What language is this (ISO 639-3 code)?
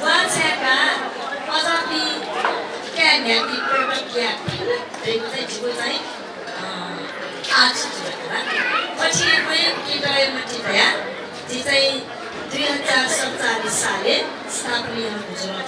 new